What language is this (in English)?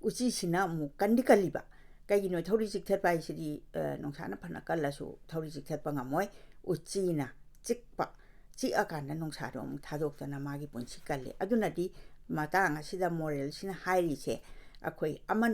Manipuri